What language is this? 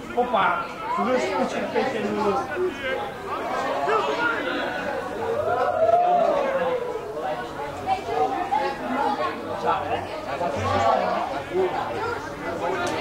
Dutch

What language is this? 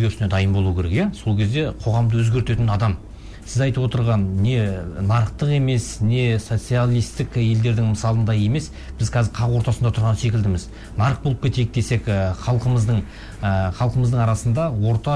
Kazakh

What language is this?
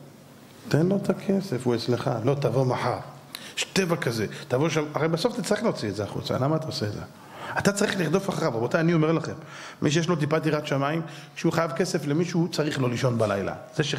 Hebrew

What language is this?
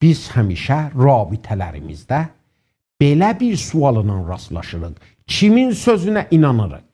South Azerbaijani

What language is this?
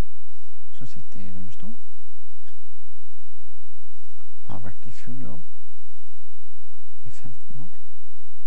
Norwegian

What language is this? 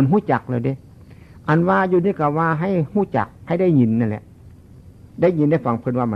Northeastern Thai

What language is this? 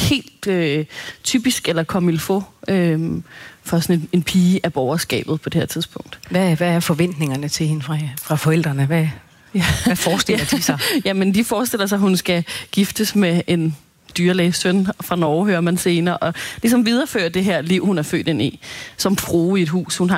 Danish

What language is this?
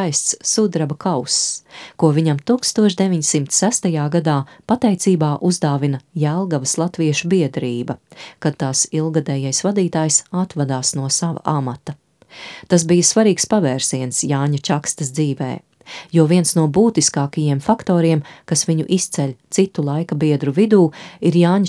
Latvian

